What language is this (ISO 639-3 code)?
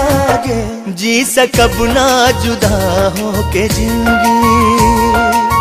bho